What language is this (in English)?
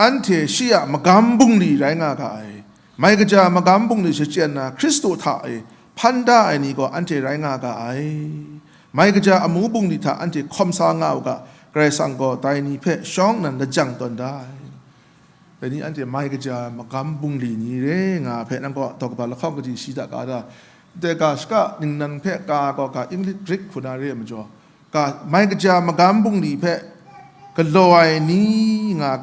Kachin